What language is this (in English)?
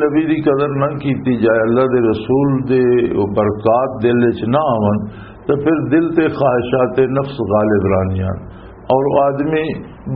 Western Panjabi